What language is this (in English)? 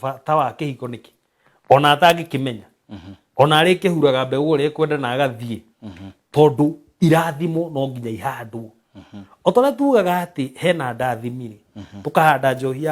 Kikuyu